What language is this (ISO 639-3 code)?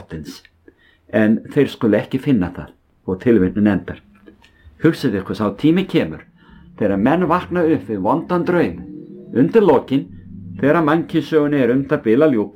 isl